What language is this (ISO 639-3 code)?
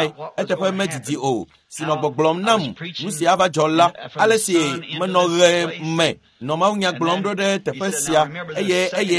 ewe